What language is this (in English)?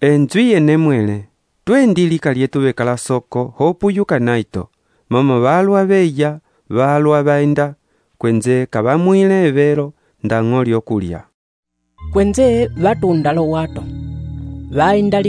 Umbundu